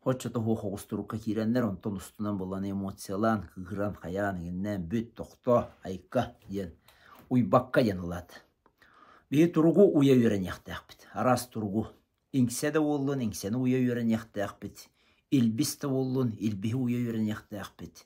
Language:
Yakut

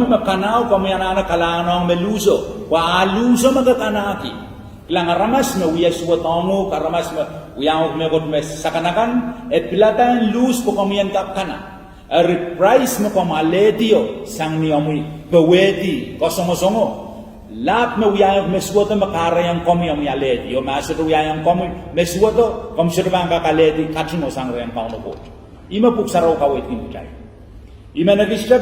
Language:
Pohnpeian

